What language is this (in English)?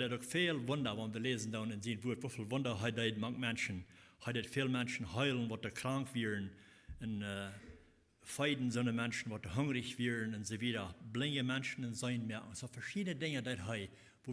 Plautdietsch